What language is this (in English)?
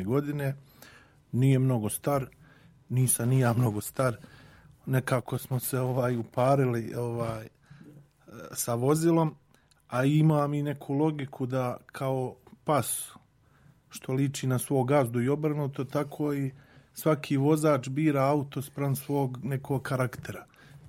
Serbian